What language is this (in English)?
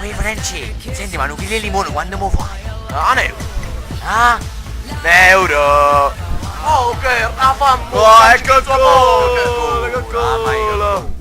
Neapolitan